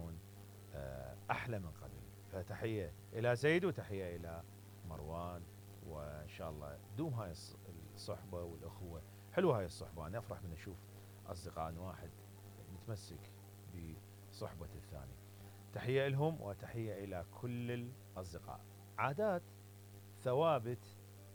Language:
Mesopotamian Arabic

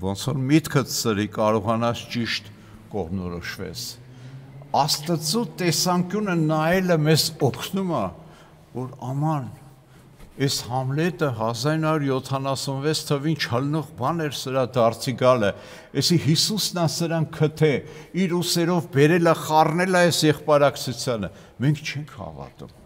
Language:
Armenian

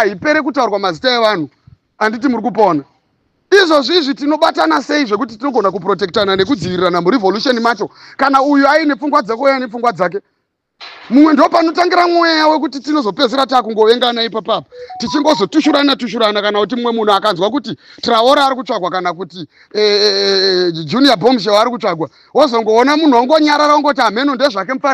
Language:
Shona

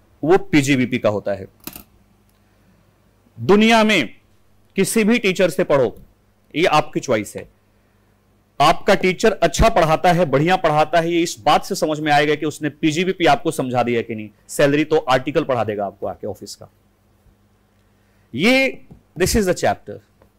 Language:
Hindi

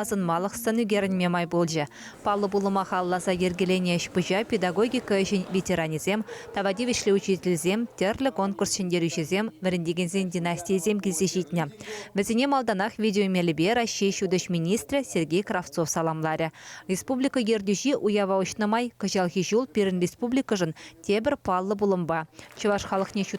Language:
Chuvash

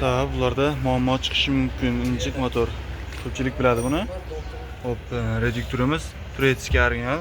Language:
Uzbek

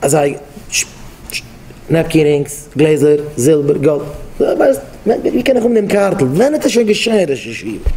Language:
Yiddish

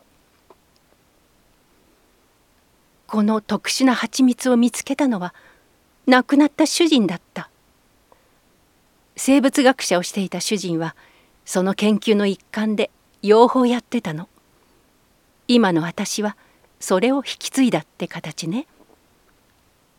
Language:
Japanese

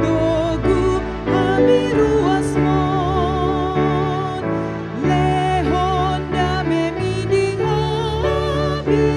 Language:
Batak Toba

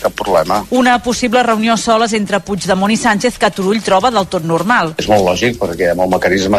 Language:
Catalan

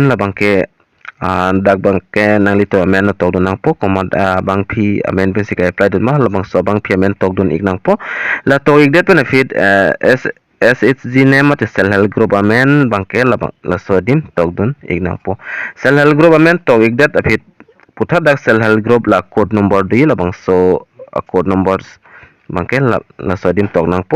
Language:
Karbi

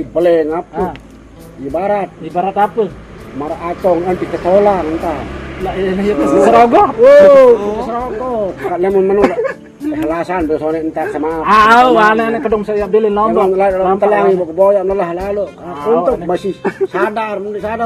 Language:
Sasak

